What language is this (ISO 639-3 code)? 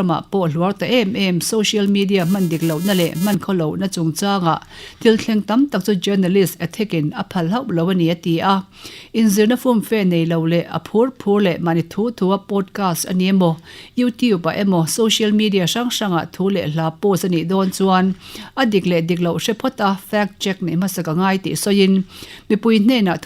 lus